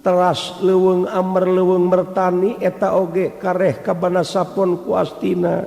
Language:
Sundanese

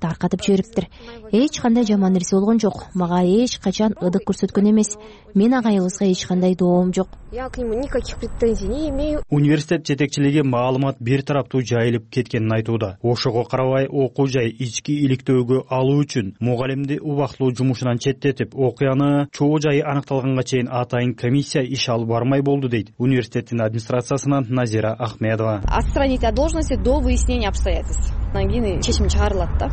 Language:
Kyrgyz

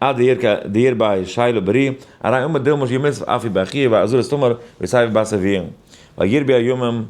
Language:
Yiddish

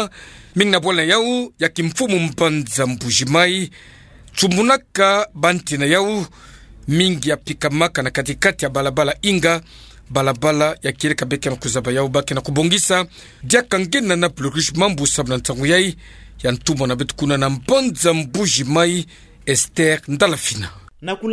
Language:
Kituba (Democratic Republic of Congo)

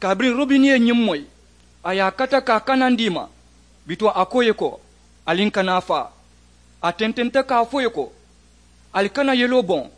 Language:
Mandingo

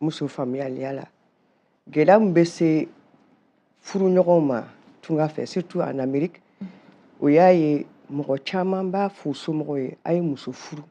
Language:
Bambara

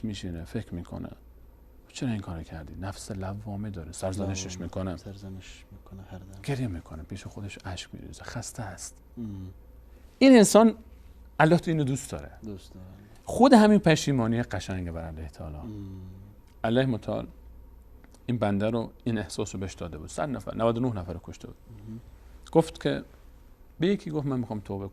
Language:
Persian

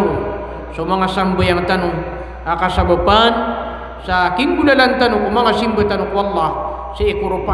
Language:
Maranao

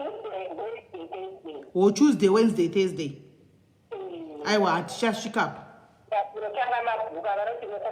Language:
Shona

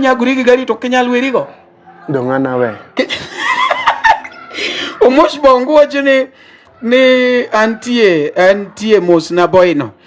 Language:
Luo (Kenya and Tanzania)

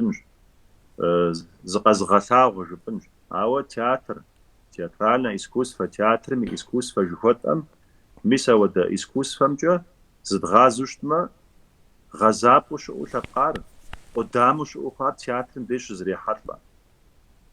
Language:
Kabardian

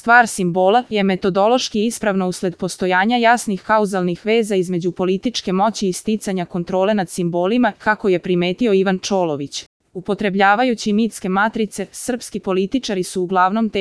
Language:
Serbian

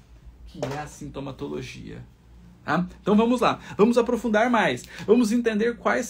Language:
Portuguese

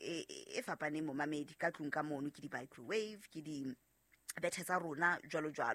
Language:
Southern Sotho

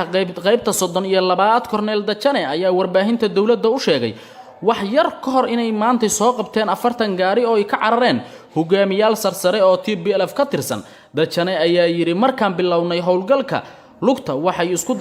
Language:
Somali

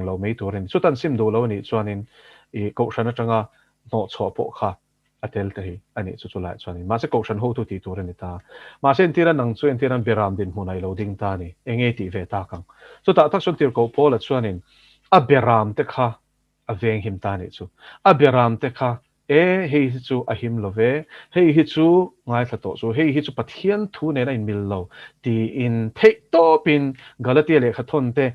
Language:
Mizo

